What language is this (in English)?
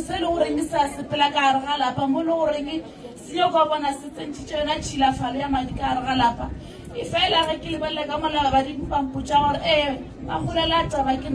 Northern Sotho